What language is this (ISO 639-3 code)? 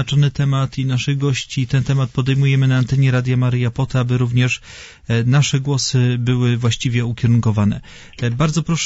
pol